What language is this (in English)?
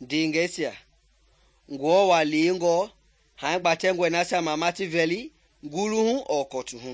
Mende